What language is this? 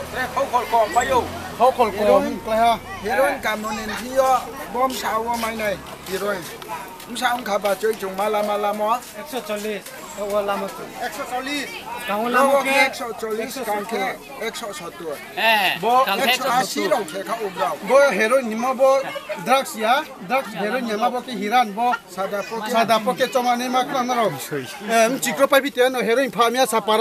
Riang (India)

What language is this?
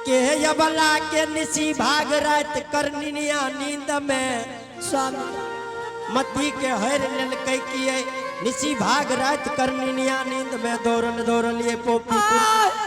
Angika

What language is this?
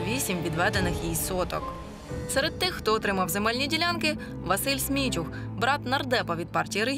Ukrainian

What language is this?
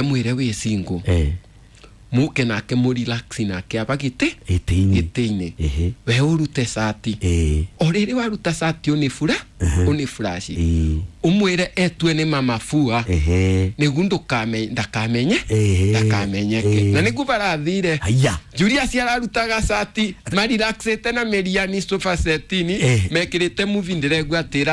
Kikuyu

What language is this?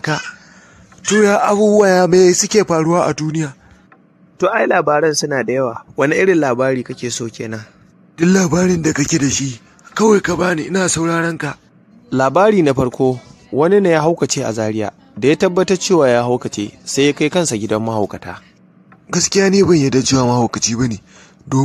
Hausa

